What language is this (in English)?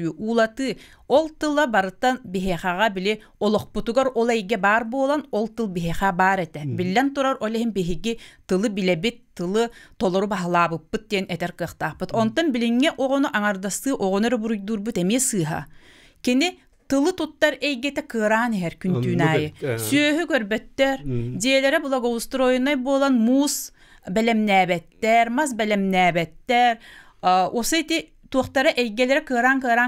Yakut